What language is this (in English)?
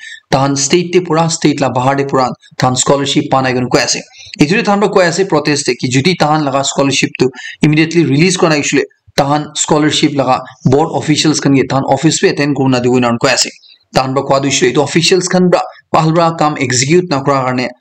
Naga Pidgin